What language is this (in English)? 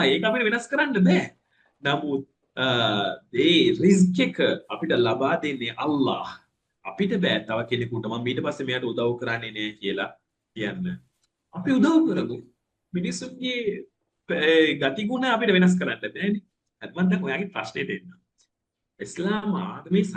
Sinhala